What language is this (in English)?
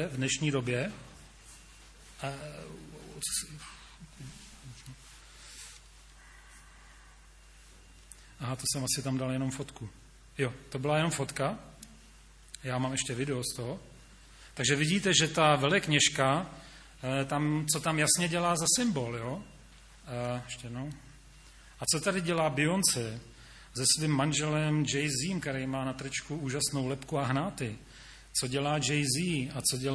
Czech